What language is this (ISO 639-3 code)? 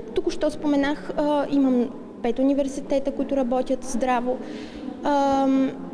bul